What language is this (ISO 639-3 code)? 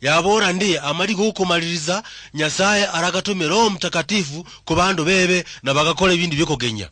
luy